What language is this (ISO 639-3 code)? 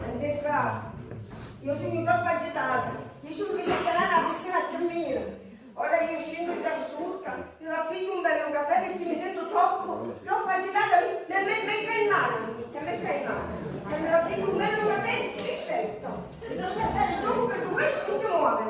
scn